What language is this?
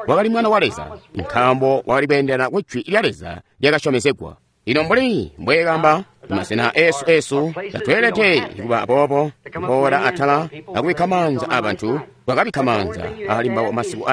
Tonga (Zambia)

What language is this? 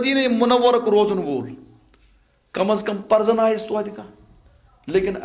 Kashmiri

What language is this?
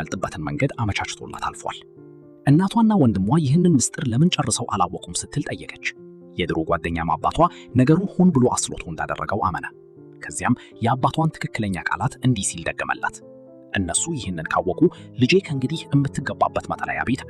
Amharic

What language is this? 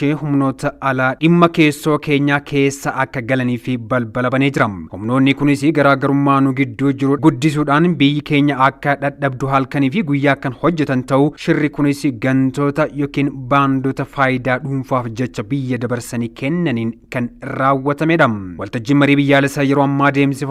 Oromo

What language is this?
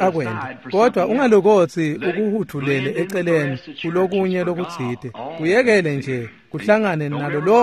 Swati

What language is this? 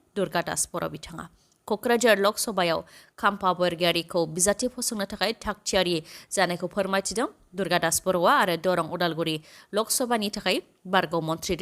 Bodo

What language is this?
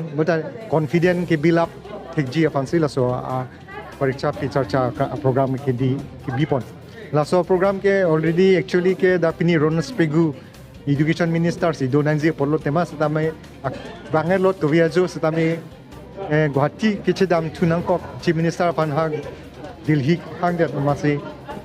Karbi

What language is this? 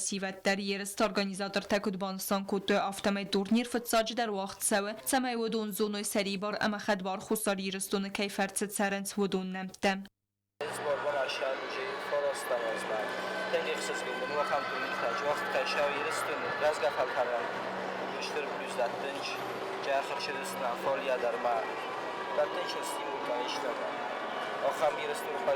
Ossetic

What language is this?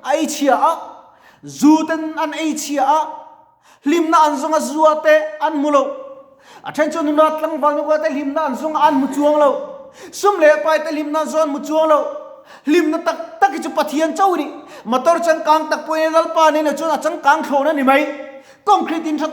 Mizo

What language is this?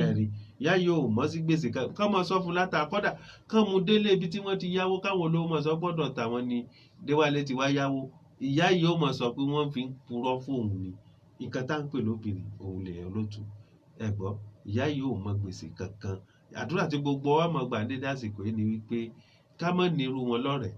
Yoruba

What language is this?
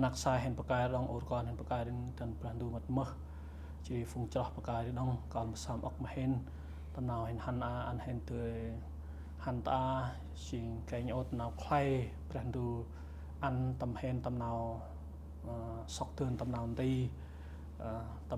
Central Mnong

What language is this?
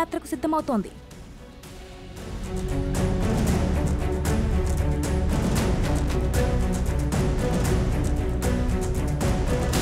Telugu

